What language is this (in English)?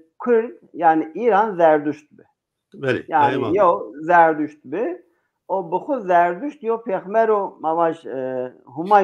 Zaza